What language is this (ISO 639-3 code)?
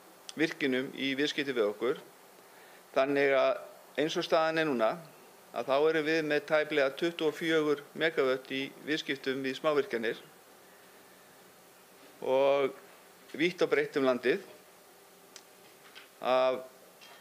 isl